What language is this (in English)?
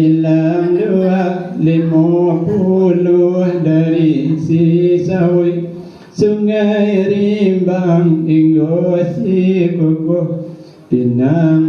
Minangkabau